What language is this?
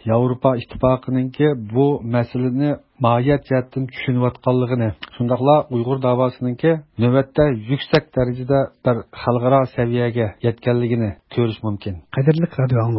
Uyghur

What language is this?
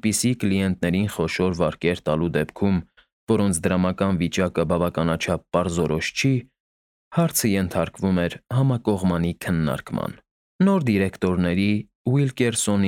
Armenian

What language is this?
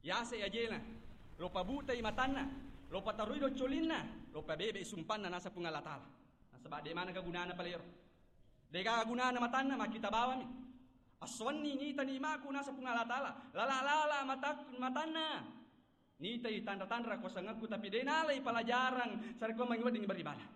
Buginese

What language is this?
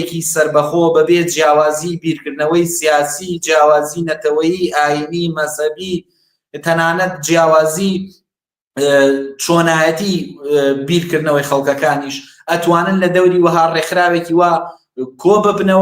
Central Kurdish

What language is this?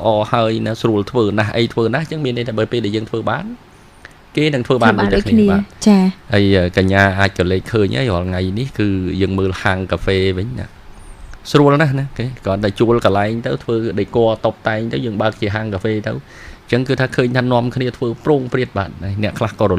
Khmer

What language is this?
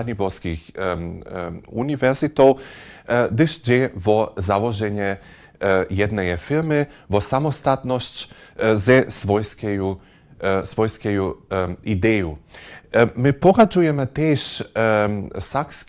Upper Sorbian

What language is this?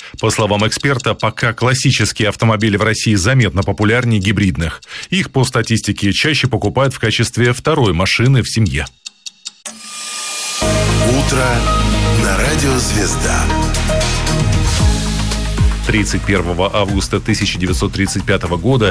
Russian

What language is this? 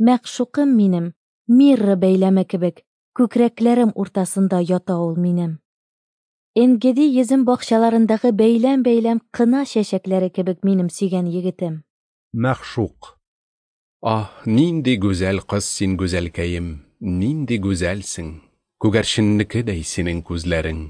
Tatar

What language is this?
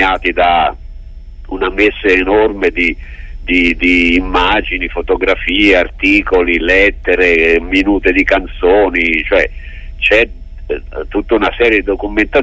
Italian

